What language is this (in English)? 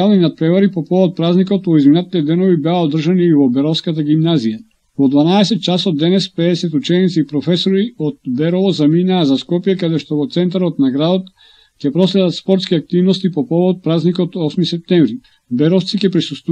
Macedonian